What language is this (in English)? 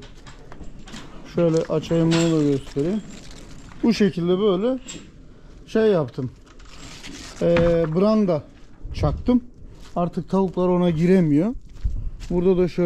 Turkish